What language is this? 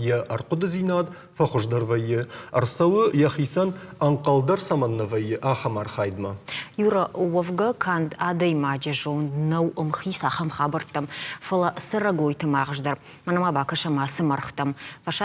Ossetic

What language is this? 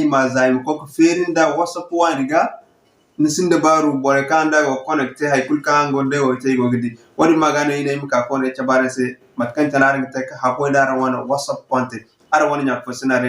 Zarma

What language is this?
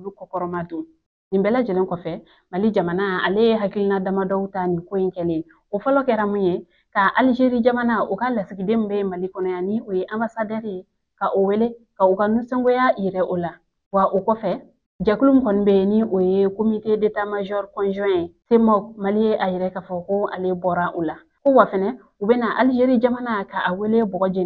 Bambara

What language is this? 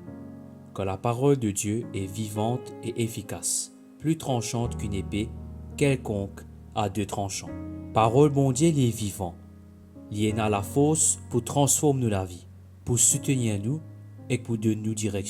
Morisyen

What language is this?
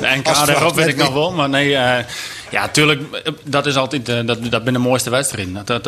Western Frisian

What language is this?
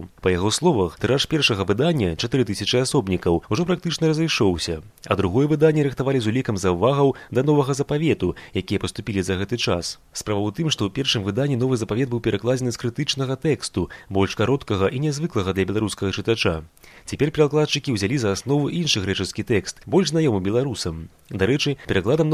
Belarusian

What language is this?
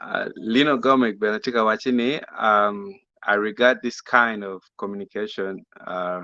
Acoli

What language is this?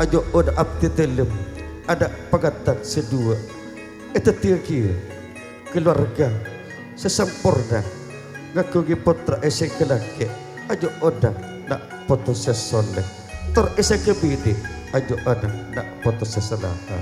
Madurese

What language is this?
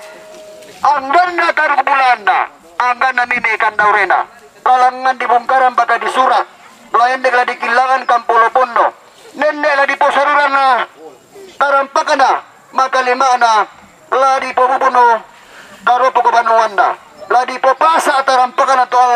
Toraja-Sa'dan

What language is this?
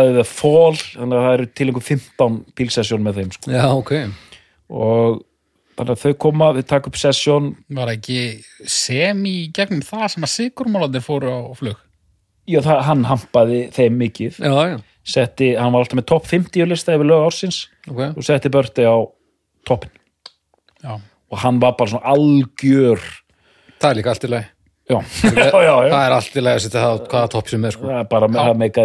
Icelandic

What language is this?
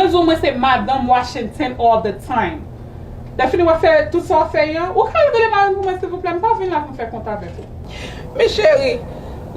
Haitian Creole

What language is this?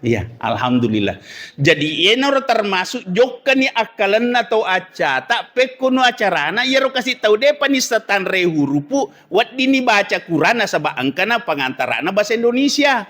Buginese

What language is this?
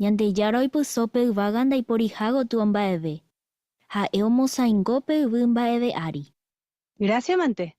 Guarani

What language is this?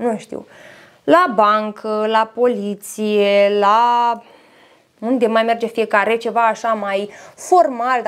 Romanian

